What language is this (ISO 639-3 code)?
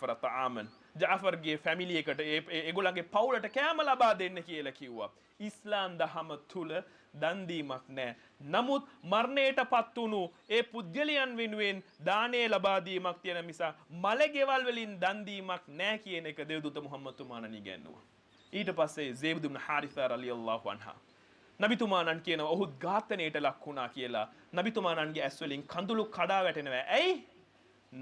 sin